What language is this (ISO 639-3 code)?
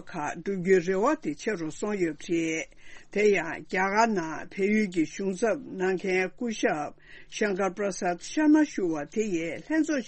bod